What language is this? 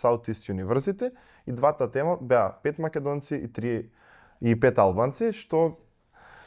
Macedonian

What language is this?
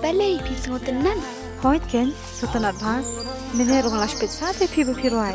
Khasi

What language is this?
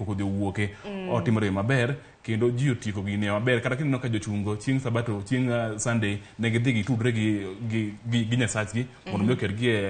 Luo (Kenya and Tanzania)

